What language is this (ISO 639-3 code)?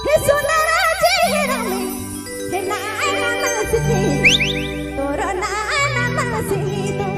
sck